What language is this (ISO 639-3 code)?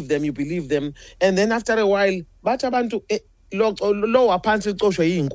eng